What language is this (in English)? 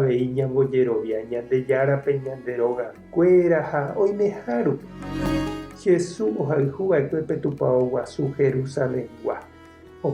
Guarani